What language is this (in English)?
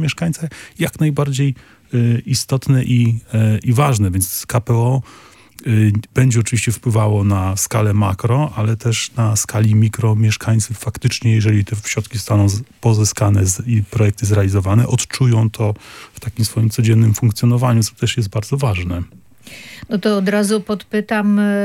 Polish